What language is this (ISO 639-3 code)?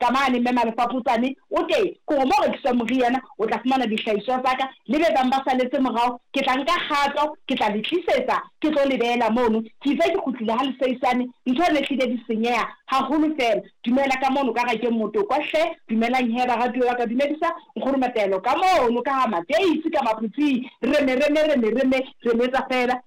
sot